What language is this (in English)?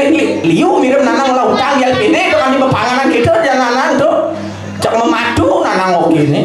Balinese